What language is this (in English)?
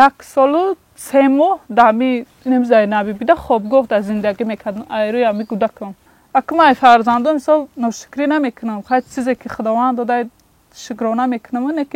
Tajik